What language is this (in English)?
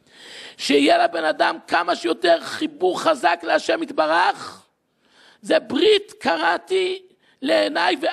Hebrew